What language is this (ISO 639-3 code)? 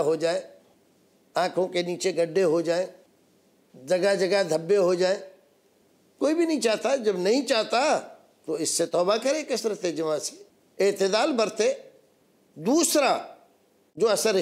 urd